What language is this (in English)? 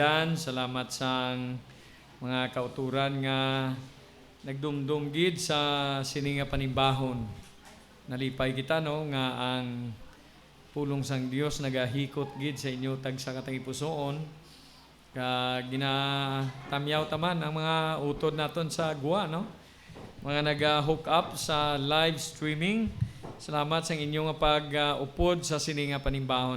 Hiligaynon